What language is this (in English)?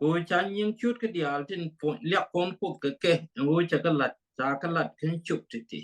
Nuer